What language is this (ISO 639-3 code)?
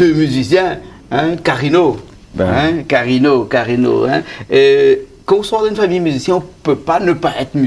rcf